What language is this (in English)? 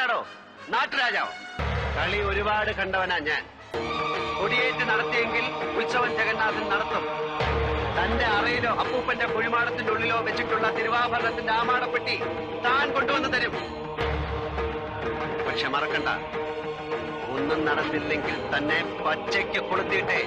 Malayalam